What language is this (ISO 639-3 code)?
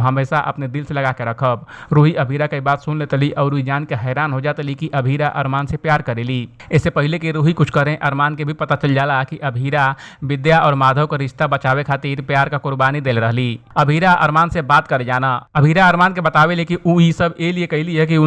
bho